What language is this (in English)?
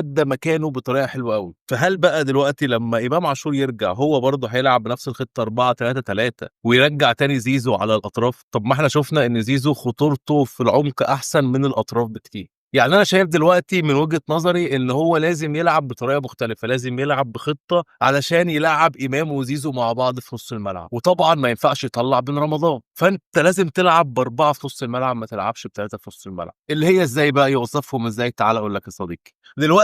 Egyptian Arabic